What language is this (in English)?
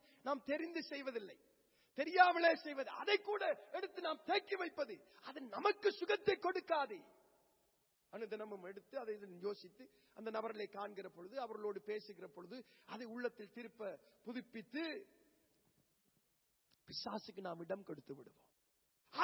Tamil